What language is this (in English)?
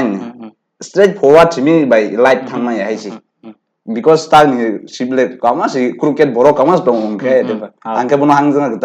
Kok Borok